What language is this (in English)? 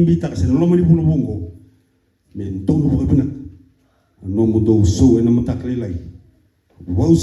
Fijian